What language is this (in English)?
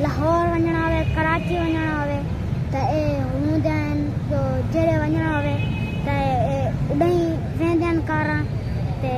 Saraiki